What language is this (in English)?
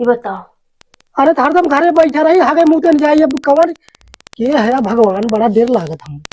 Awadhi